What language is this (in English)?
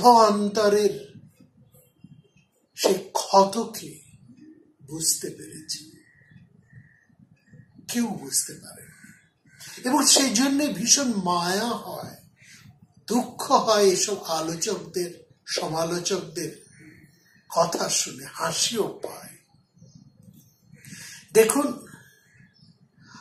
Bangla